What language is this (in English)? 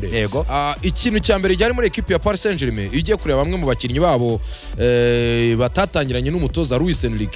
Kinyarwanda